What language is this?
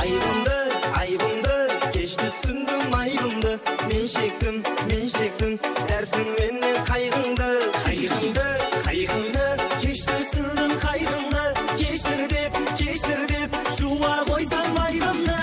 Kara-Kalpak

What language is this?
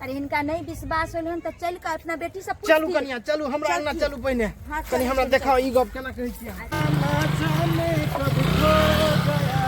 Maithili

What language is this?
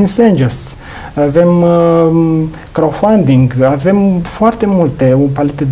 Romanian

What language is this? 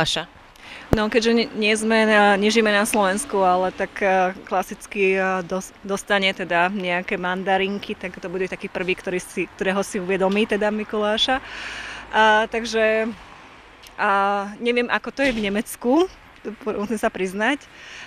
Slovak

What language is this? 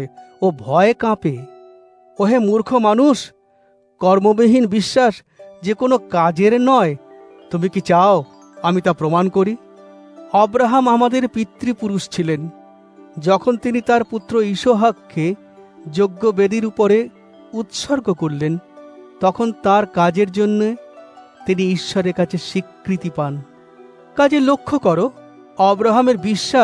Bangla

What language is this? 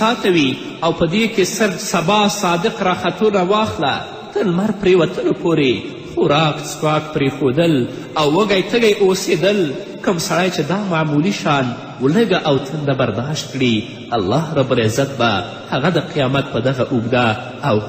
Pashto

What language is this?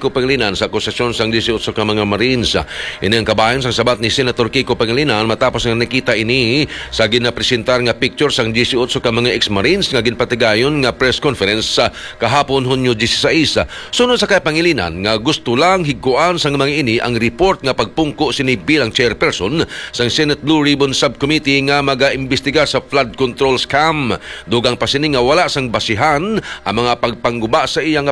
Hiligaynon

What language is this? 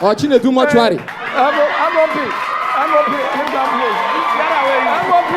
Nigerian Pidgin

